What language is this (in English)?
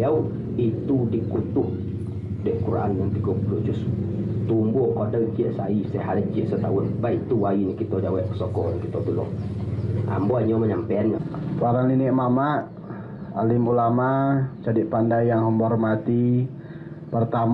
Minangkabau